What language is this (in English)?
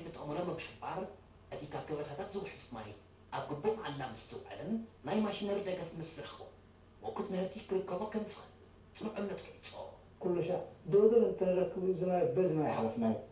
Tigrinya